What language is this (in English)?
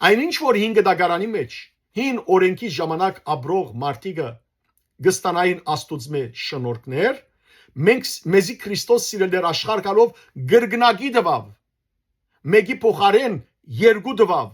Western Armenian